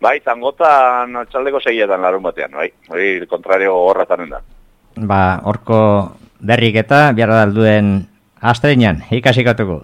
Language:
Basque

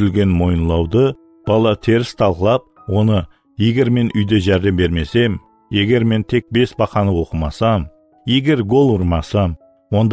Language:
Kara-Kalpak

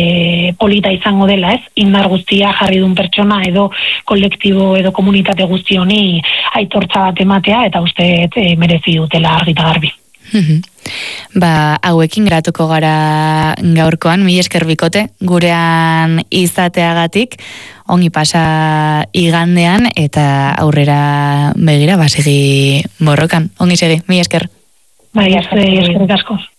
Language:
Basque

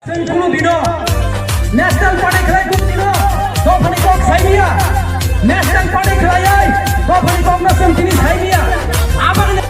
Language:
Kok Borok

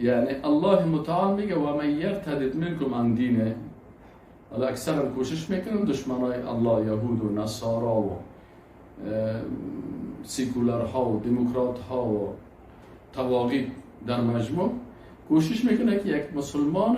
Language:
Persian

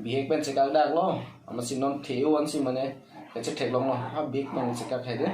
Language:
Karbi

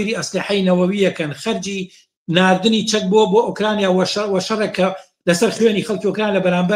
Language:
Central Kurdish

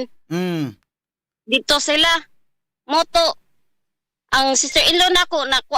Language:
Cebuano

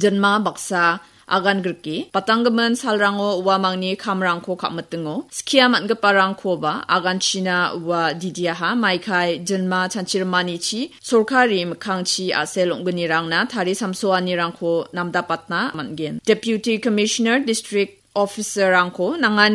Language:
Garo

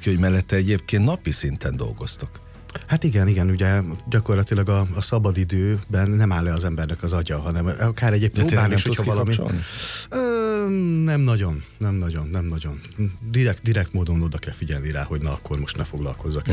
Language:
Hungarian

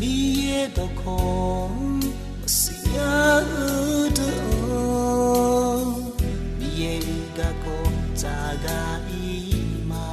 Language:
Akha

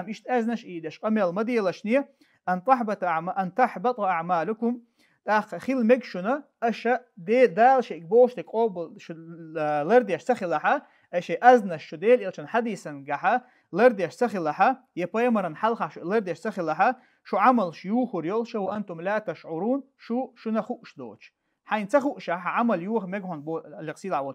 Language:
Chechen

